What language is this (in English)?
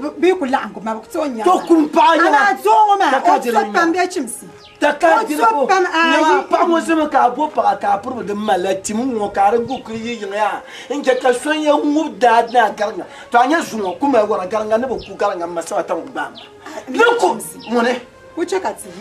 Dagbani